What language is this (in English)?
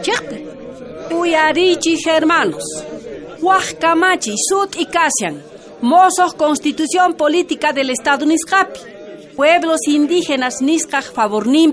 South Bolivian Quechua